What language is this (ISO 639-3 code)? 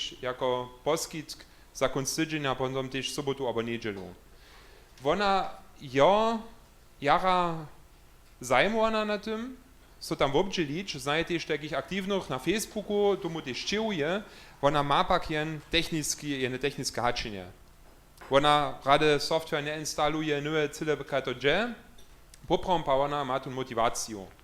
hsb